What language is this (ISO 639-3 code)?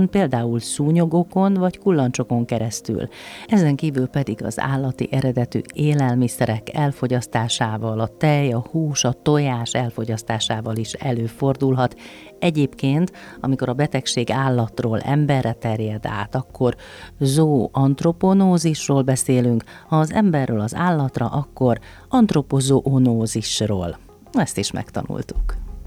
hun